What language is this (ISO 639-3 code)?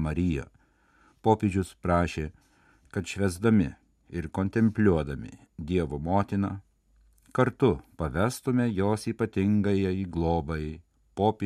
lit